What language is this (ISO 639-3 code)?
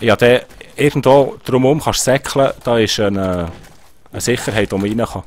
gsw